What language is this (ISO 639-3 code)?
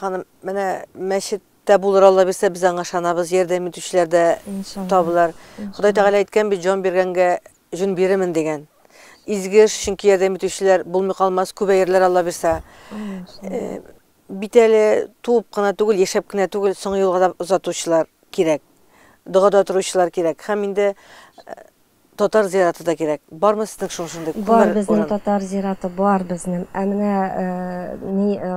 tat